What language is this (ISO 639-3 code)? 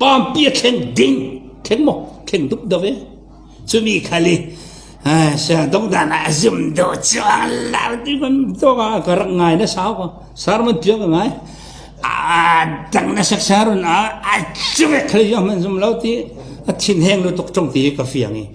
cfm